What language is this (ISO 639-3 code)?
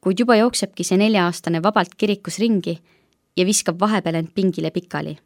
est